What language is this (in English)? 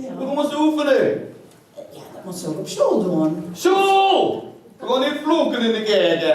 Limburgish